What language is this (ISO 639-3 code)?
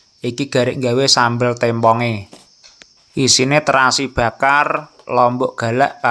jav